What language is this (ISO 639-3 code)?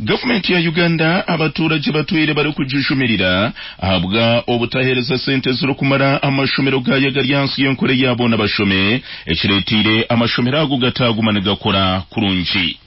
nyn